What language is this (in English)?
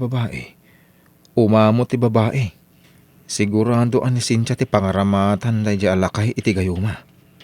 Iloko